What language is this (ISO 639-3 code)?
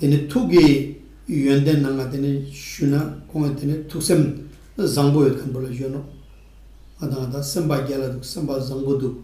lbj